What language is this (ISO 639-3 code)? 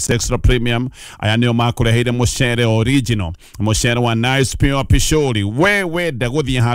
kik